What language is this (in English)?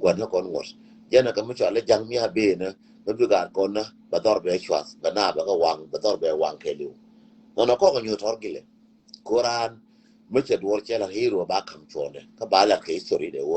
Nuer